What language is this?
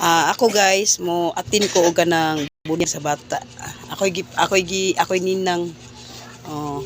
Cebuano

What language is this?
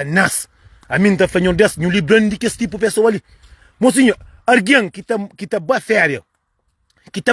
Kabuverdianu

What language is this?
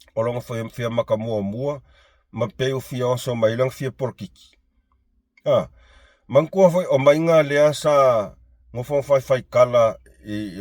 Samoan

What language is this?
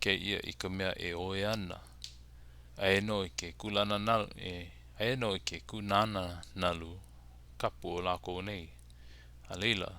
Hawaiian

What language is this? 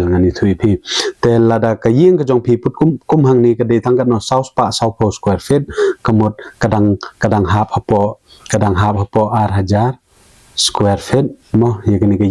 Khasi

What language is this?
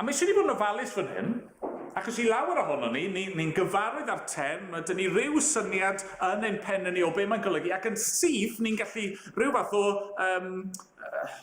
Welsh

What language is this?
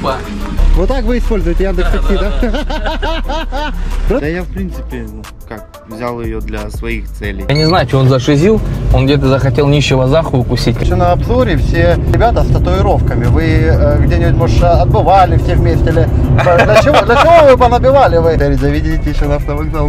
Russian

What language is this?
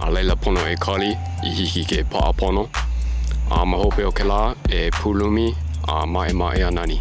Hawaiian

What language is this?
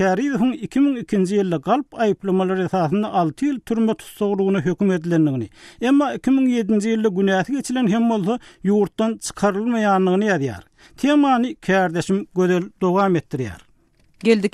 Turkmen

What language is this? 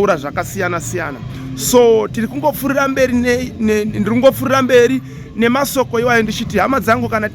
Shona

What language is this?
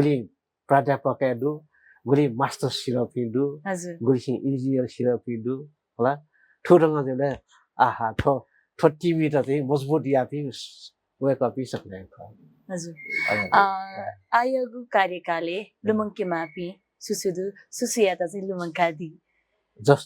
Newari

